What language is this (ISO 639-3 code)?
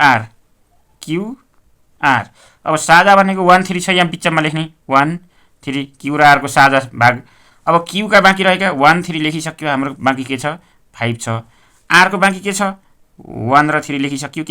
nep